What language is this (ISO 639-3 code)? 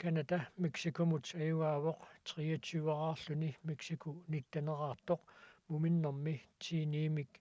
kal